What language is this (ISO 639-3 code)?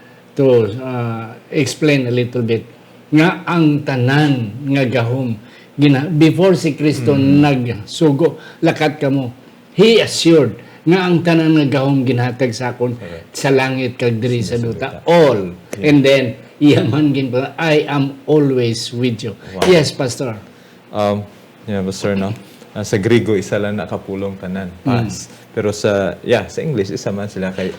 hil